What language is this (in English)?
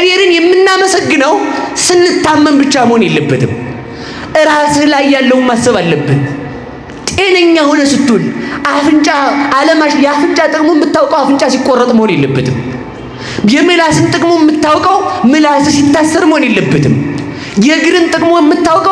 Amharic